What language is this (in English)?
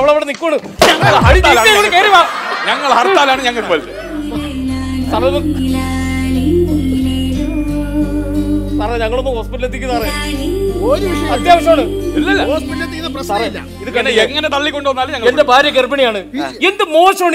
Malayalam